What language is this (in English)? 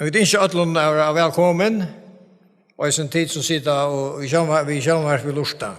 Faroese